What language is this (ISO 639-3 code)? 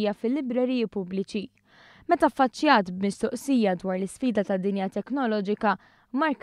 mlt